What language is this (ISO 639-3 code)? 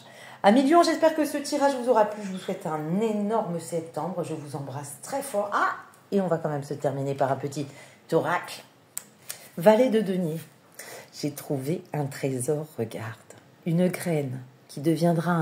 fra